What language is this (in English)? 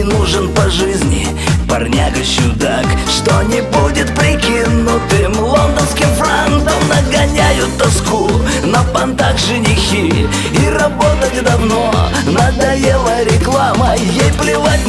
Russian